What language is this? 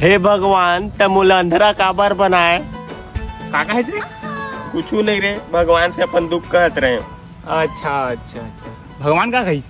Chhattisgarhi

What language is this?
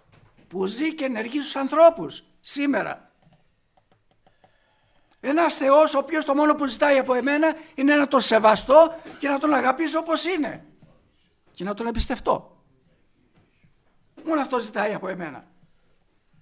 Greek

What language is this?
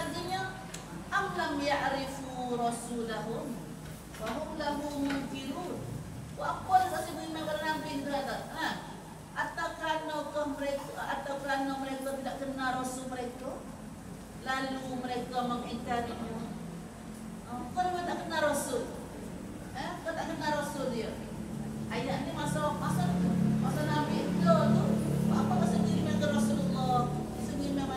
Malay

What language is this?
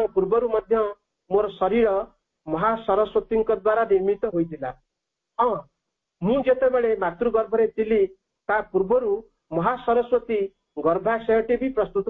Odia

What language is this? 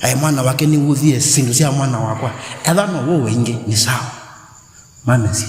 Kamba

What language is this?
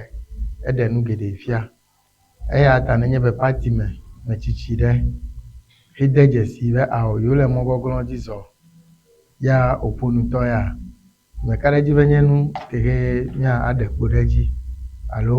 Ewe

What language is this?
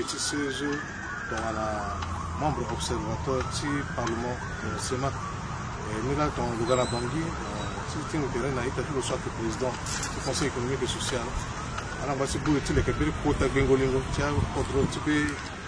Sango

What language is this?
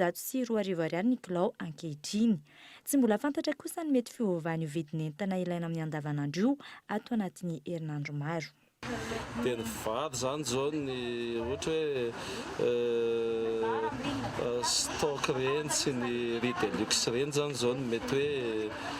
Malagasy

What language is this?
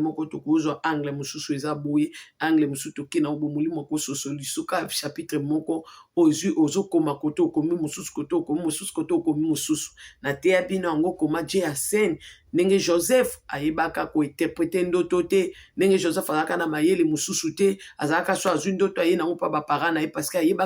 Lingala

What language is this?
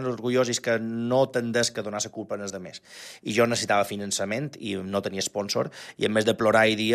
Catalan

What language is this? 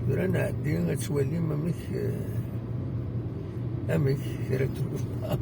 Kabyle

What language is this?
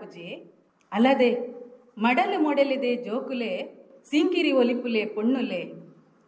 Tulu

